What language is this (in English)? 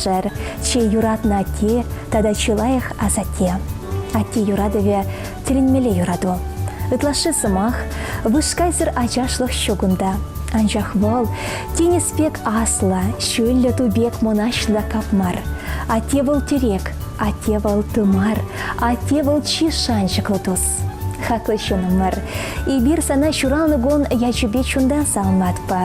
Chuvash